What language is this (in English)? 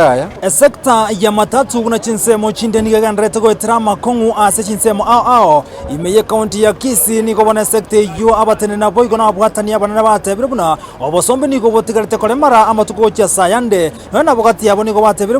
Gusii